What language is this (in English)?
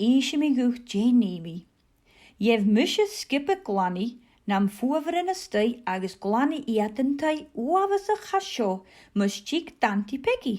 Scottish Gaelic